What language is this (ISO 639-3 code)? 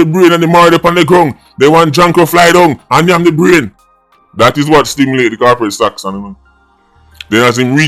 jam